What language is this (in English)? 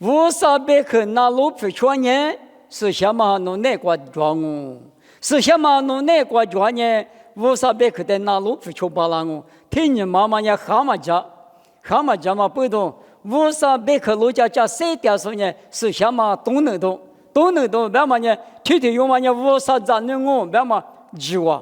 Lisu